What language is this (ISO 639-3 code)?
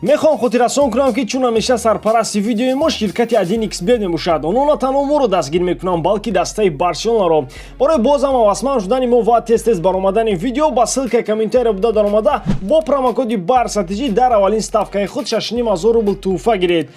tgk